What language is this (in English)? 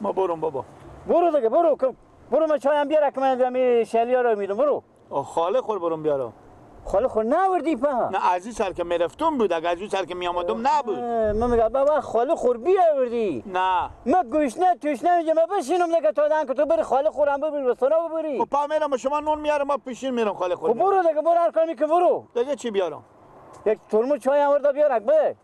Persian